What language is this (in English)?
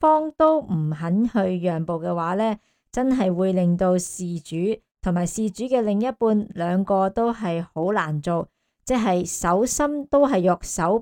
Cantonese